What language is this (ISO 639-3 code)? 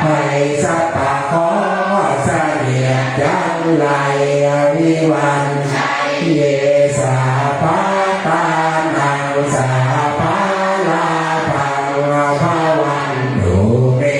pli